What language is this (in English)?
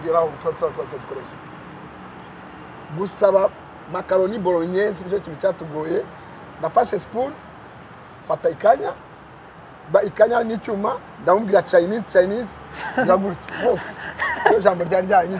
Kinyarwanda